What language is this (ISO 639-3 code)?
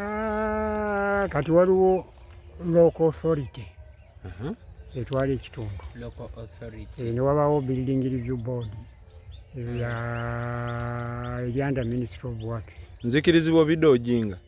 lug